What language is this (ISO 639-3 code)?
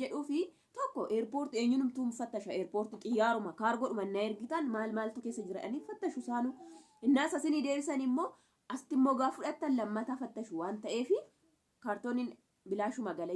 orm